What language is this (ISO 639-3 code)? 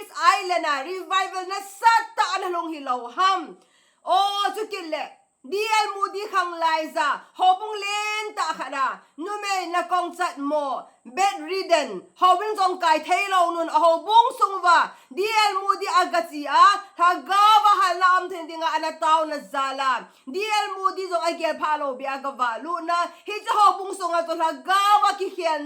tcz